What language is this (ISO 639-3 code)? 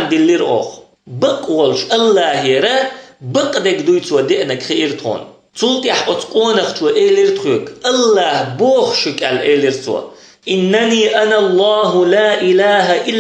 che